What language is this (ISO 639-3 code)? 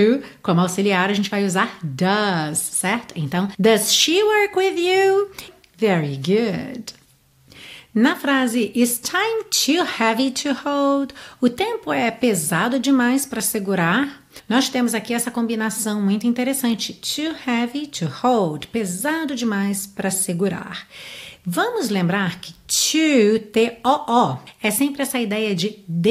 por